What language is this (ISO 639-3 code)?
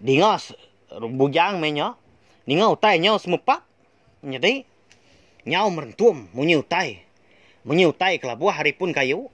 iba